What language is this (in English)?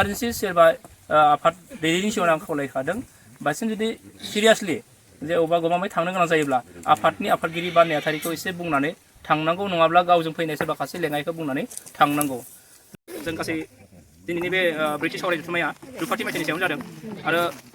Bodo